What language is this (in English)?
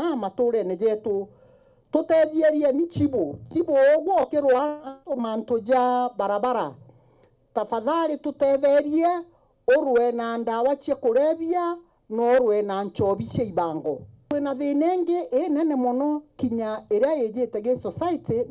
Meru